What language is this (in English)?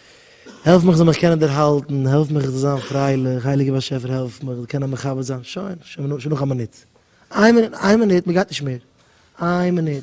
Yiddish